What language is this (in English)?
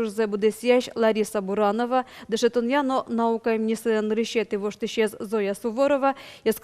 Udmurt